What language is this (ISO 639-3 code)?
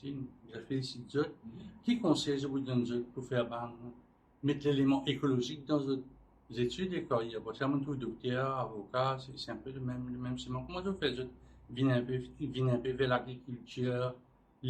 mfe